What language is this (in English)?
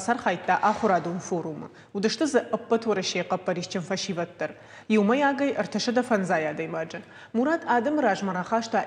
Ossetic